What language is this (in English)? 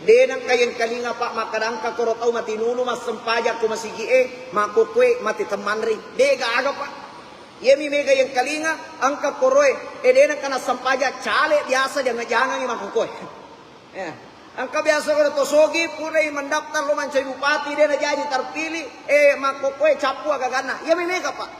Buginese